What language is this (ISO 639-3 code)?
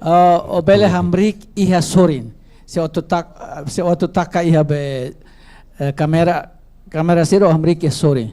tet